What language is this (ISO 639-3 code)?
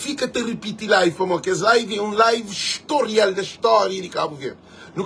kea